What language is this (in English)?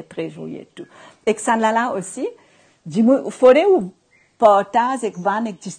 Morisyen